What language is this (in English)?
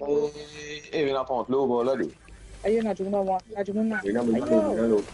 Morisyen